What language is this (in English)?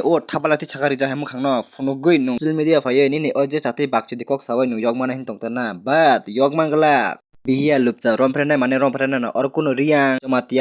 Kok Borok